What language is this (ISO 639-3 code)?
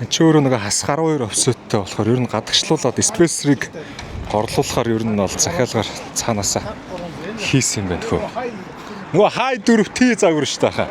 mon